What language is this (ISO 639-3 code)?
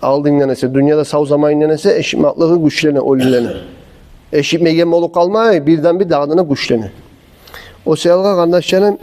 kum